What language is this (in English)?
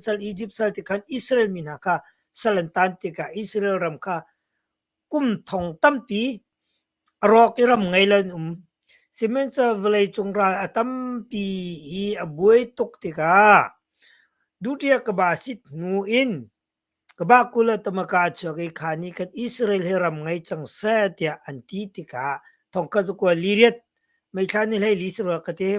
Hakha Chin